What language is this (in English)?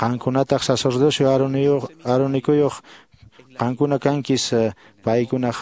Quechua